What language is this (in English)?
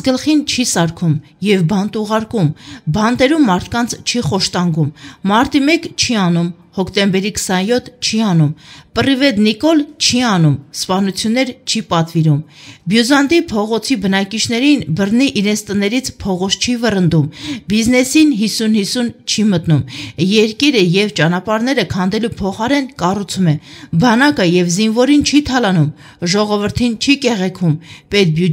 Armenian